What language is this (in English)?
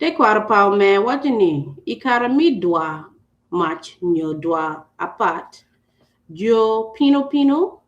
Acoli